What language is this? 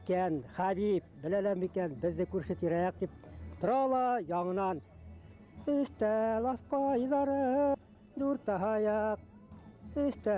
Bashkir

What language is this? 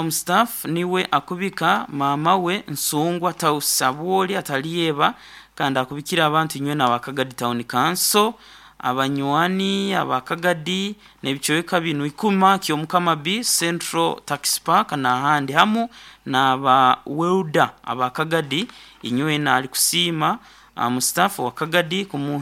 Nyoro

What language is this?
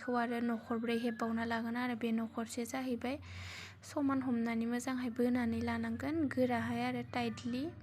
Bodo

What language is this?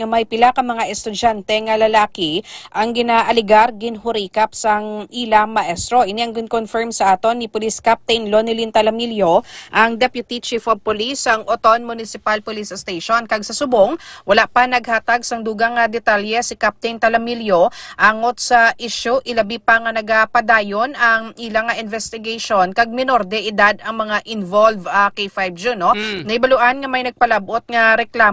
Hiligaynon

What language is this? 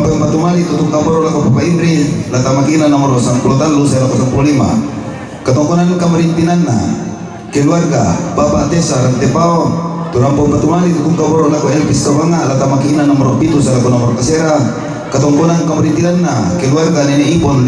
Toraja-Sa'dan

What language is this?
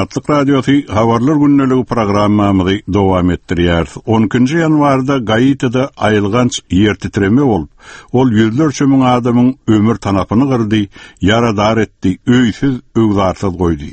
Turkmen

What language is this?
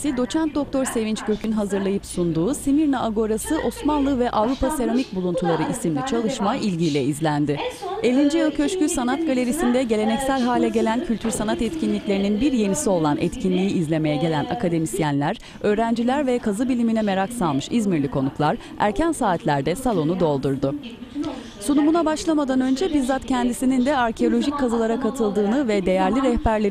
Turkish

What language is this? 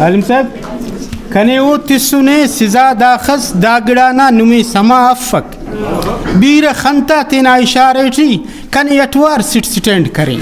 Brahui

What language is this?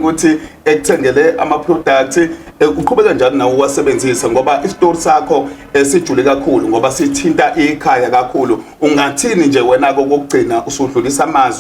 Zulu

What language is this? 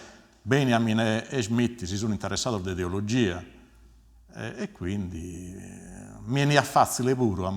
Sardinian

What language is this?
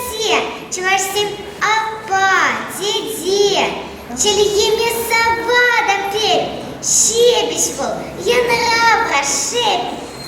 Chuvash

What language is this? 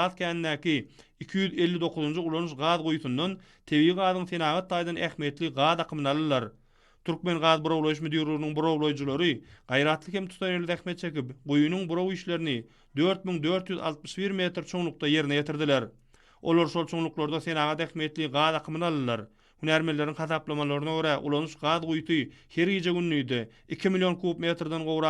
Turkmen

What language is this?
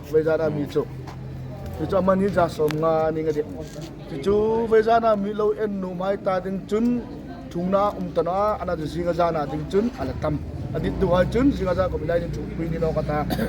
Hmar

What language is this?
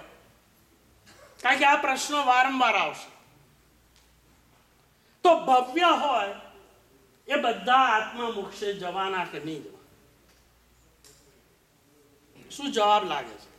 Gujarati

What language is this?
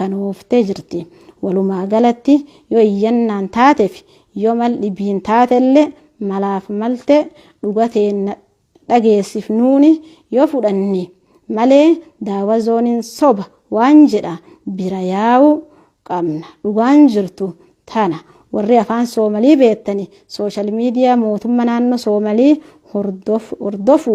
Oromo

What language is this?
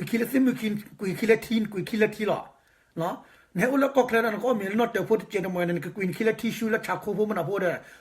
S'gaw Karen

